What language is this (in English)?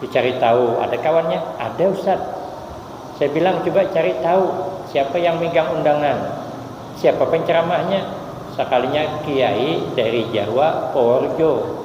Banjar